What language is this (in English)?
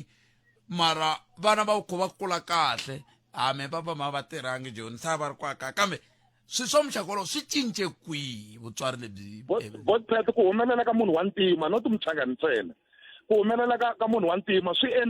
Tsonga